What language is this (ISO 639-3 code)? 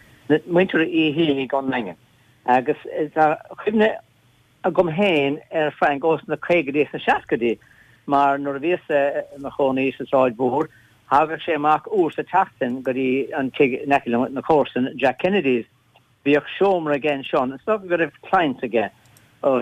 gle